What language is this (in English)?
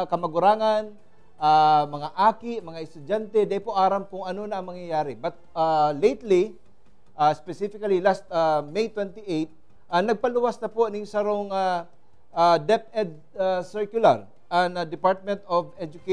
Bikol